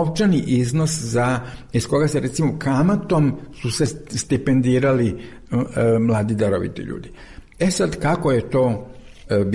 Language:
Serbian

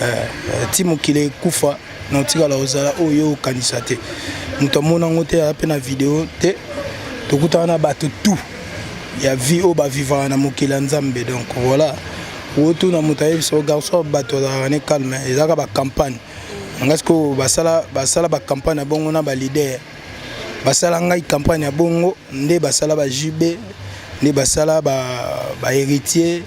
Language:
Lingala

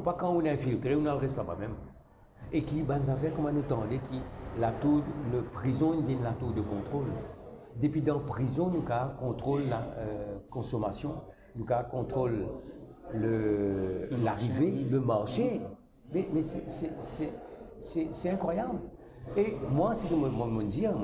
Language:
Morisyen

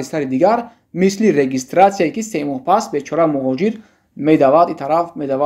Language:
Tajik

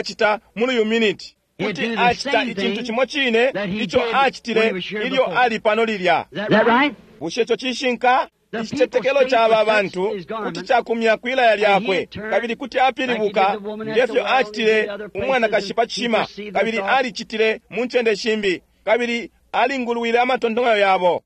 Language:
Bemba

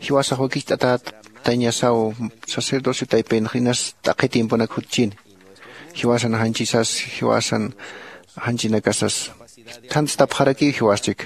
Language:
Aymara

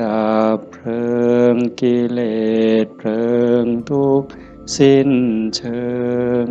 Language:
Northeastern Thai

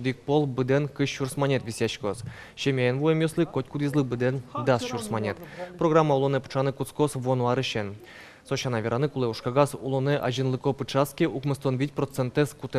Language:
Udmurt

